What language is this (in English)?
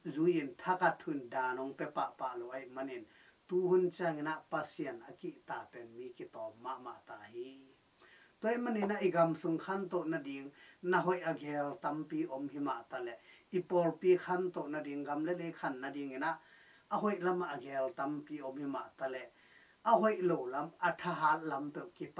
Tedim Chin